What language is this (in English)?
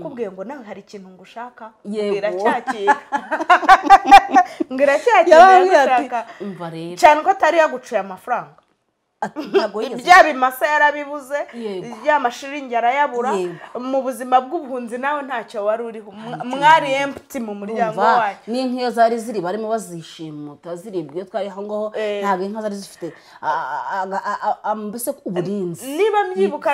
Kinyarwanda